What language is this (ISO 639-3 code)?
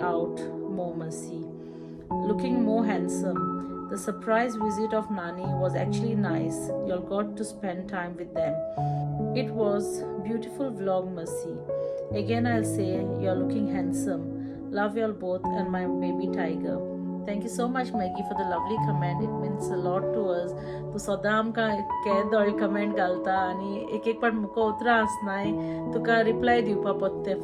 kok